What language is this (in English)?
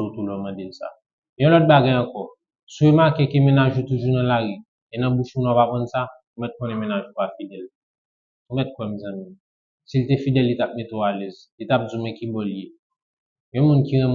Haitian Creole